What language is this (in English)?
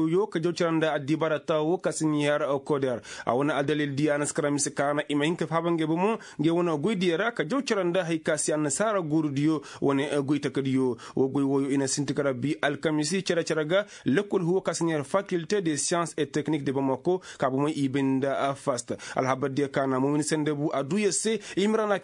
Koyraboro Senni